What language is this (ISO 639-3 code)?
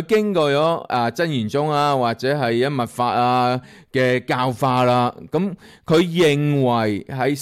yue